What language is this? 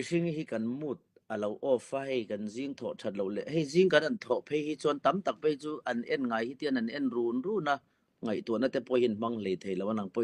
Mizo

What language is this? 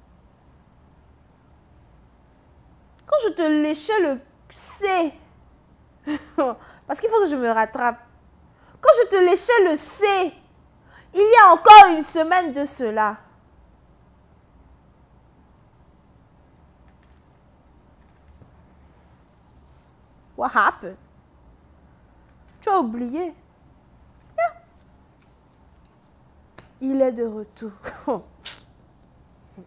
French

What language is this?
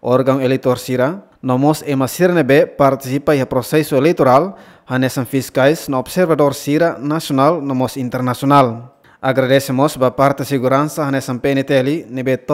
Tetum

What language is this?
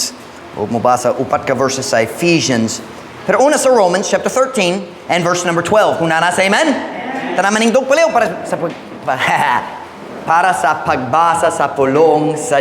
Cebuano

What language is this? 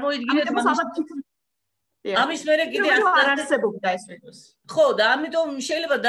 Georgian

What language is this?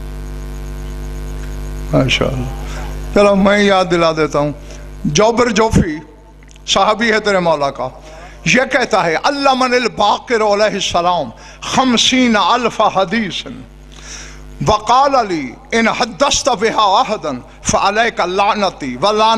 Urdu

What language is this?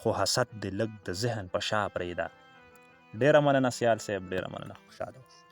Pashto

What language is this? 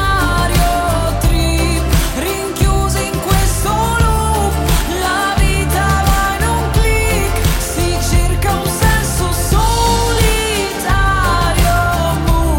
Italian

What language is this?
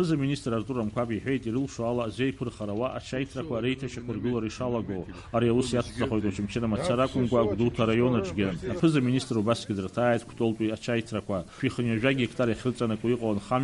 Abkhazian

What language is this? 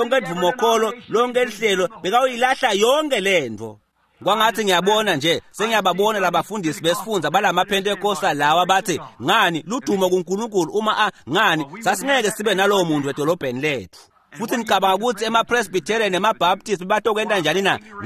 Swati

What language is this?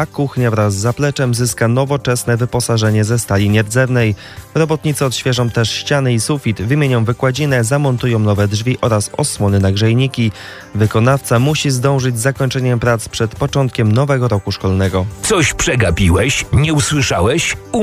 Polish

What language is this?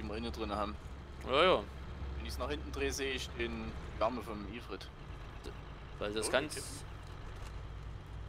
German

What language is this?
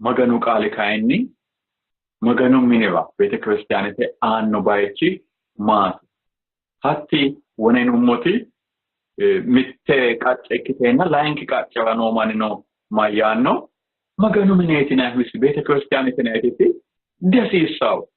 Sidamo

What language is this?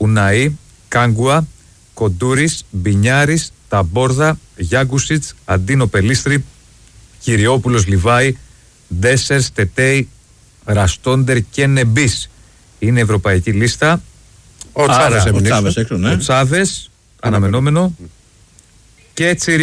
Greek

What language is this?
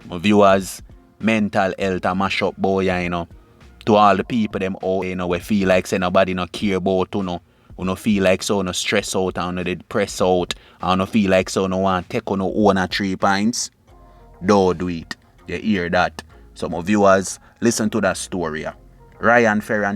Jamaican Creole English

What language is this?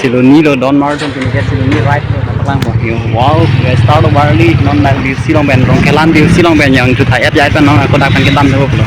Karbi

